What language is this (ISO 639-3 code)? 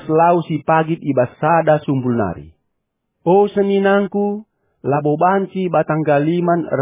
btx